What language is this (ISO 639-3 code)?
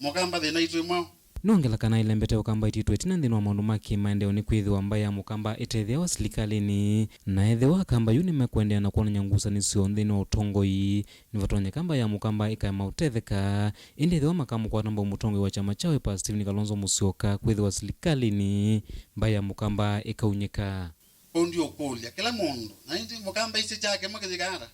kam